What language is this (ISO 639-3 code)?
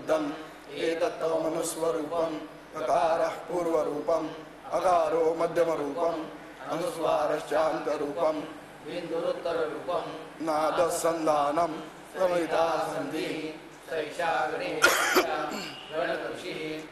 san